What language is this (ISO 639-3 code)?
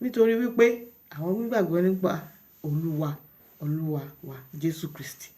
yor